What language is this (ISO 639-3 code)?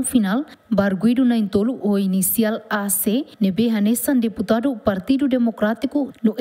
tet